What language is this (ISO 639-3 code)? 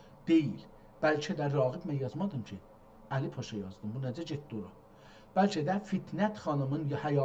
azb